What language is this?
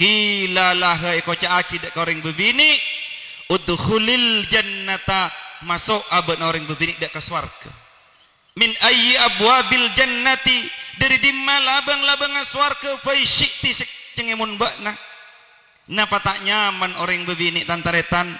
Madurese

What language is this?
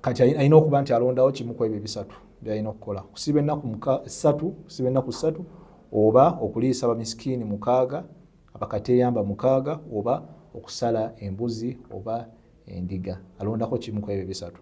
Ganda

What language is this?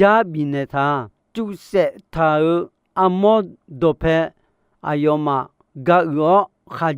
Akha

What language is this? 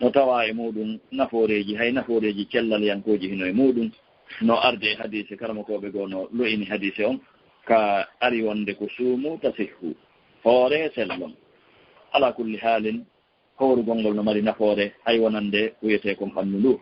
Fula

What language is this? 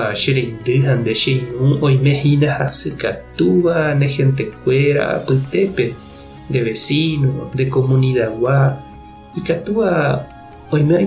Guarani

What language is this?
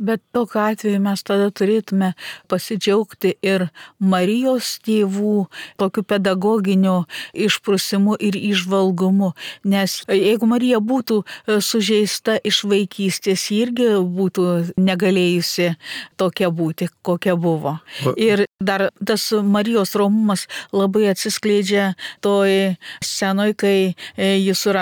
Lithuanian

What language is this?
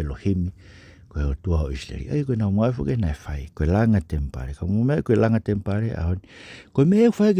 Tongan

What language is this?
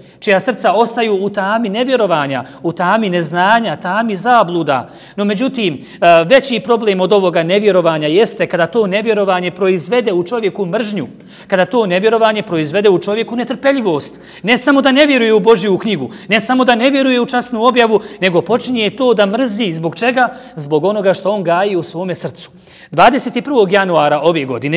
Bosnian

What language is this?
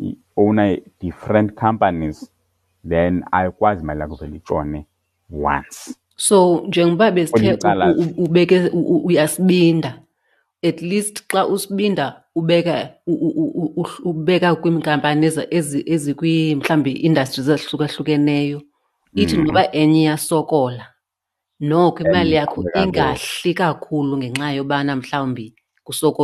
Xhosa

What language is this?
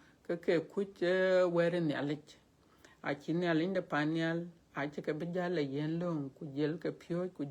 Dinka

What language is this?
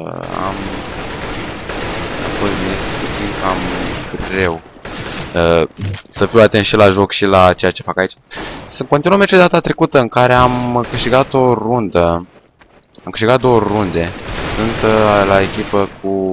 Romanian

